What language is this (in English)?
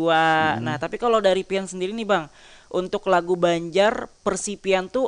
Banjar